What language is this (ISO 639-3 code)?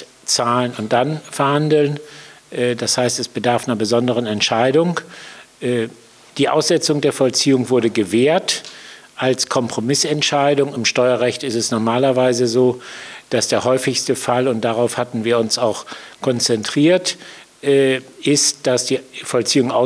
deu